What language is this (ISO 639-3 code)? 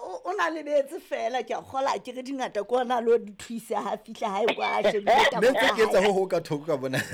sot